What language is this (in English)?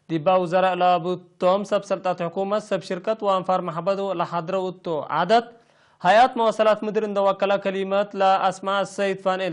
Tigre